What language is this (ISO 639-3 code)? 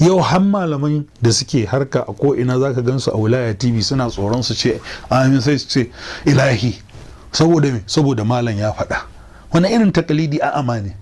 hau